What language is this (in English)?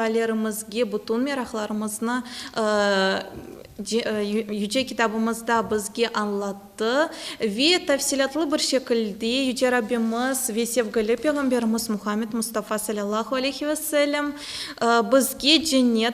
Crimean Tatar